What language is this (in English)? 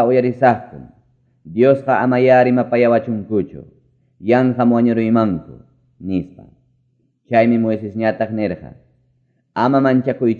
Quechua